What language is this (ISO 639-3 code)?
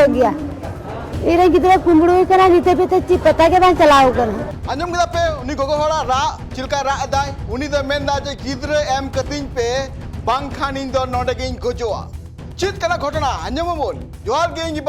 sat